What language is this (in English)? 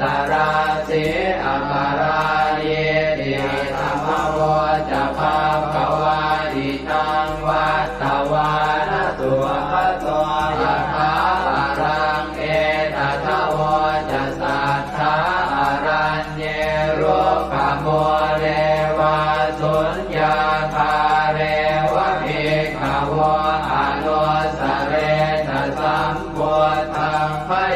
Pali